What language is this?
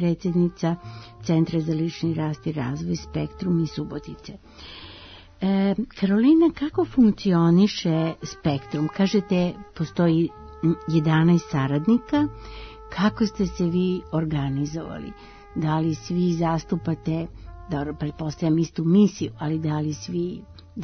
Serbian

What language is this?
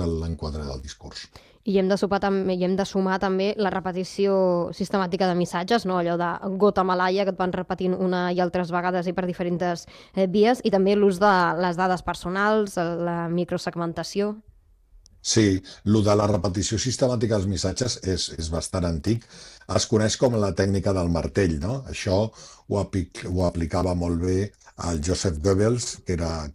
Catalan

